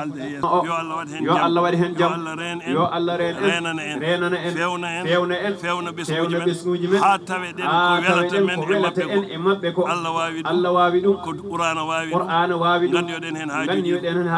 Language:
Fula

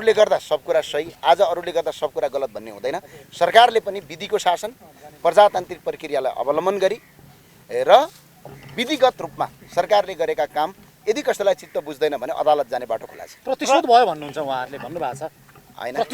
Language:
Nepali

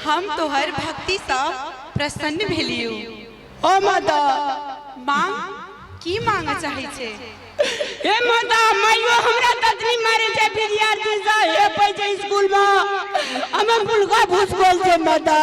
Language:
Maithili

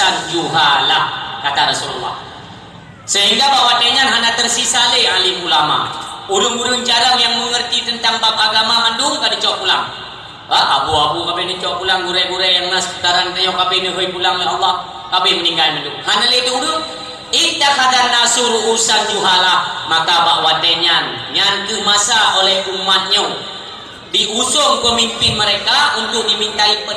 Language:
Achinese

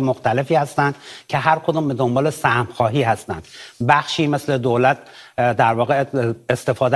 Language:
Persian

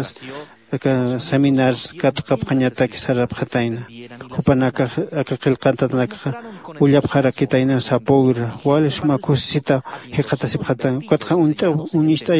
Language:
Aymara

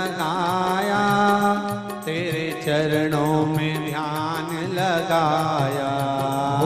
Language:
Hindi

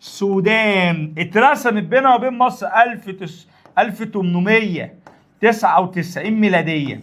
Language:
Egyptian Arabic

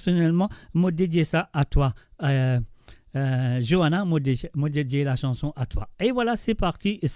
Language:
Morisyen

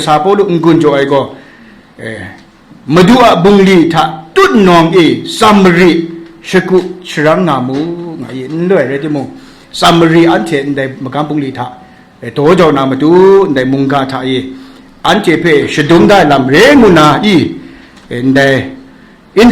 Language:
Kachin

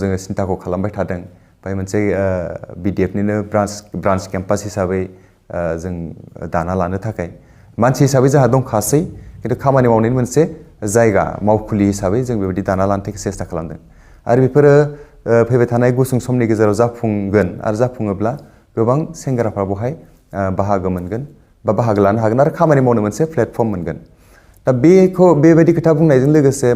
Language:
Bodo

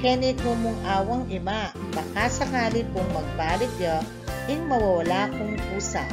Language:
Pampanga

